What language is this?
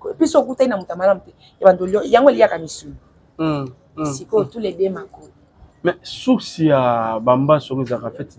Lingala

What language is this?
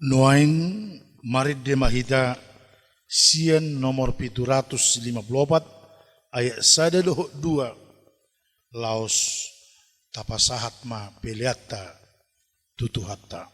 Batak Toba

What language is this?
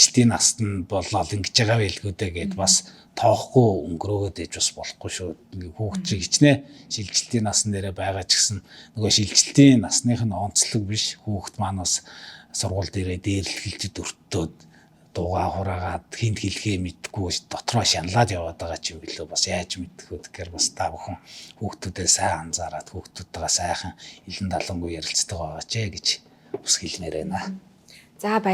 Mongolian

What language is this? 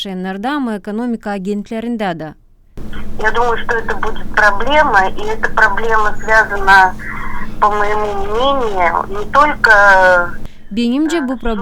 Gagauz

